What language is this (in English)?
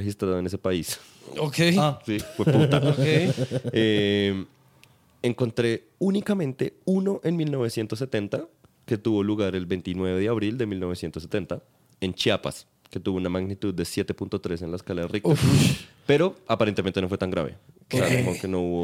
Spanish